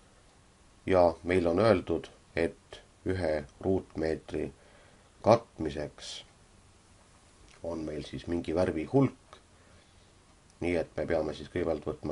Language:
Estonian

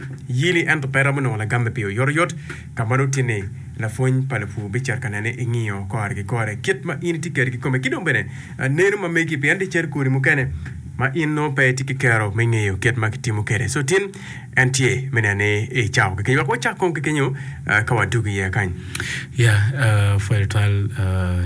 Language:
Acoli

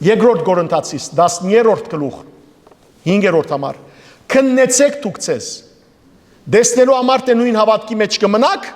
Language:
Western Armenian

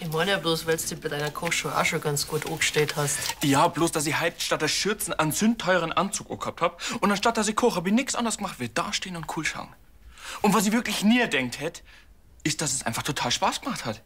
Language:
Bavarian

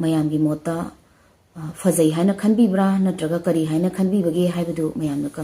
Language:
Manipuri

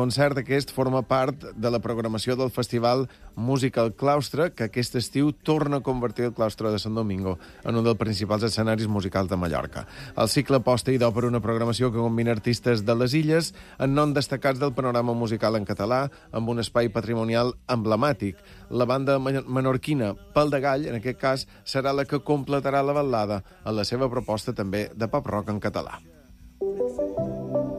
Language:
Catalan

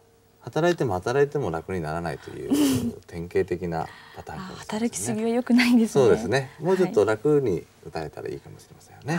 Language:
Japanese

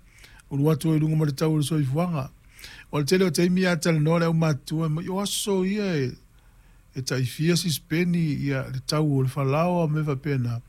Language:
Samoan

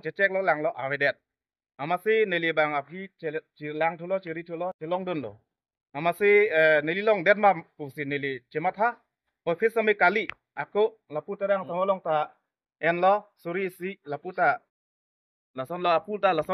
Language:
Karbi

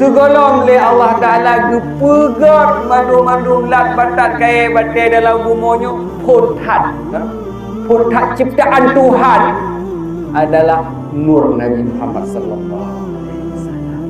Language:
Achinese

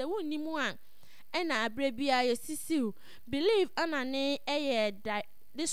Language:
Akan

